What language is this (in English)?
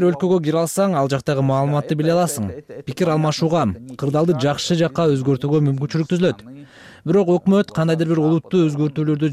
Kyrgyz